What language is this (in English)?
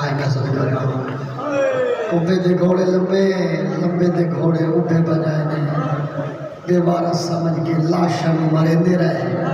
Saraiki